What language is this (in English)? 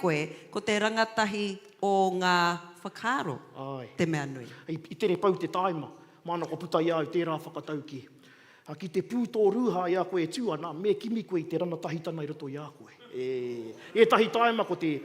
Māori